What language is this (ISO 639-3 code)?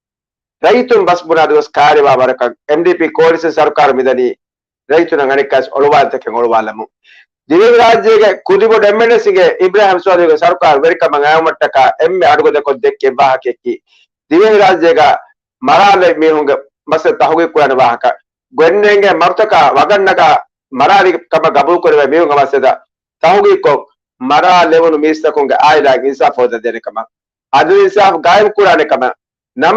div